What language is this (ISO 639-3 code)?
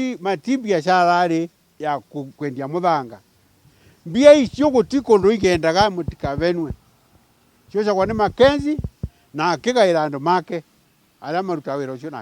kik